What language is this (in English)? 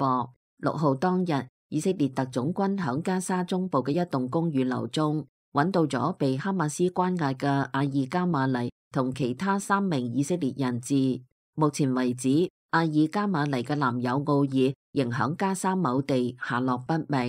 Cantonese